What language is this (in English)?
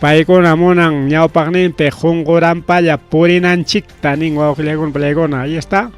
Ayacucho Quechua